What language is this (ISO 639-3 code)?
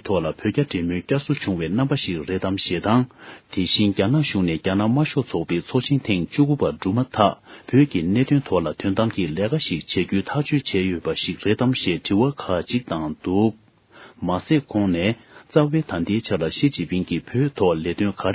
bod